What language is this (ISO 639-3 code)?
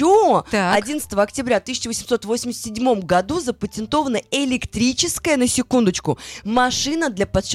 rus